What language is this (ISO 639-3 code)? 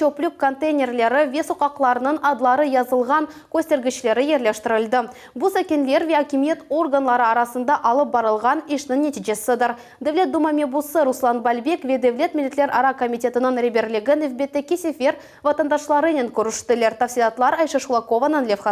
crh